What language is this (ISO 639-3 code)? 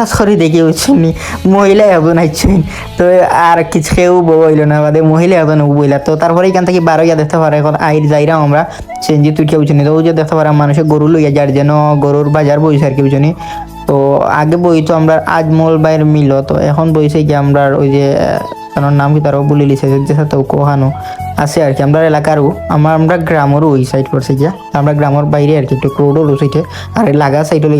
syl